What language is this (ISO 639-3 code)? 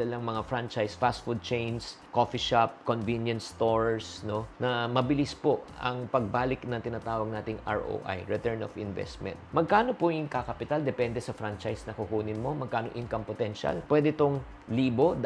fil